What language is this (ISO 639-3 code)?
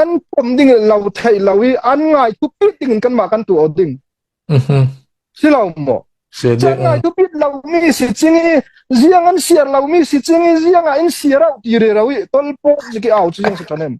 cnh